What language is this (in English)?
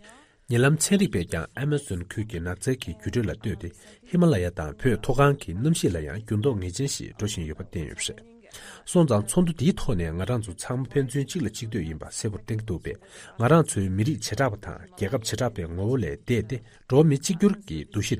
Tibetan